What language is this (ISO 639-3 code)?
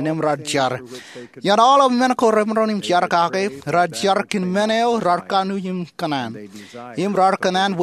mah